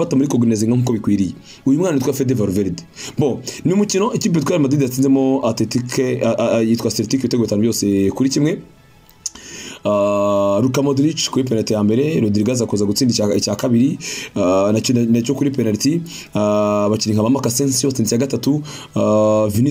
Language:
Kinyarwanda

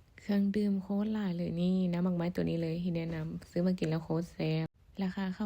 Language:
Lao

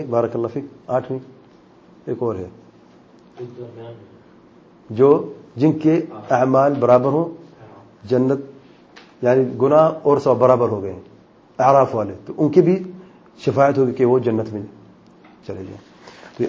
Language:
Urdu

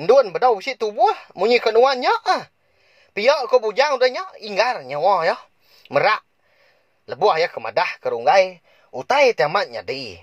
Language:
Iban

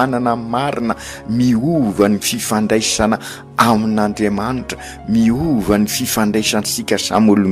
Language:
Malagasy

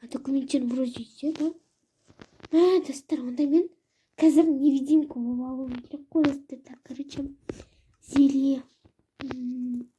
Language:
Kazakh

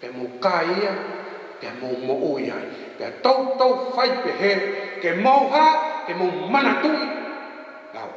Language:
Tongan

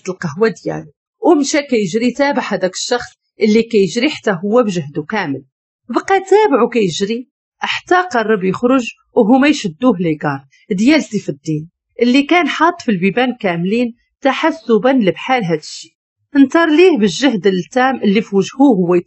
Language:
Moroccan Arabic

